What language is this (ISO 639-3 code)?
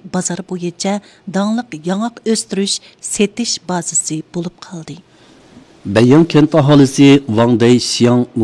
uig